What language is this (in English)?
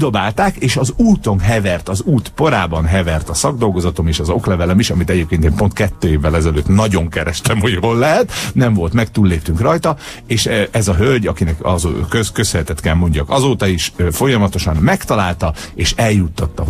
Hungarian